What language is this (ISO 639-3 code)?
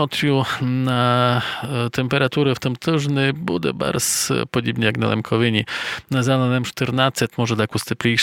rue